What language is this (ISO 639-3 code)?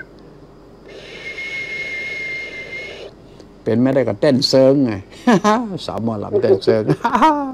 tha